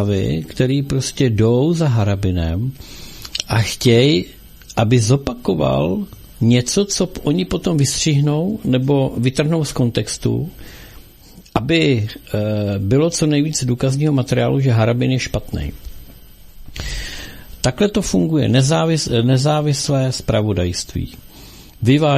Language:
Czech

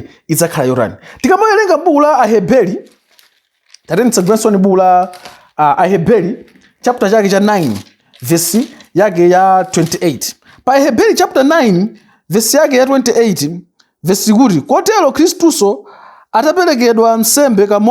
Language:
Nyanja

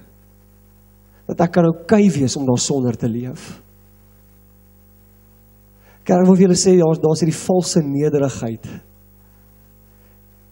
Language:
Afrikaans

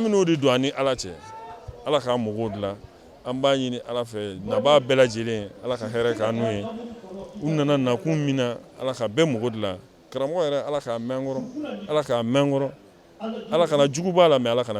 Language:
Bambara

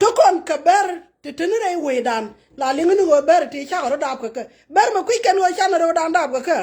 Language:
Nuer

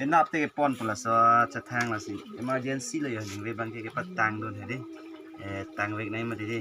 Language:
Karbi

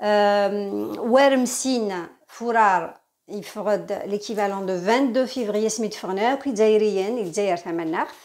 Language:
Kabyle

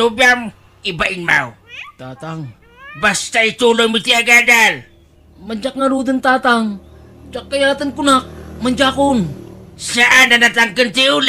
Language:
Iloko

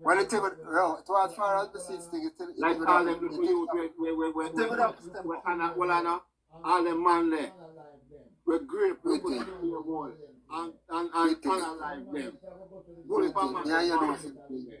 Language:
Jamaican Creole English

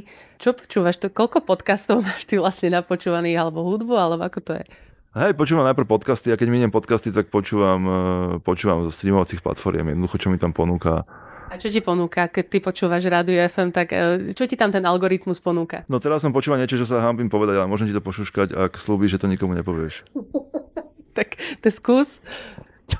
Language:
Slovak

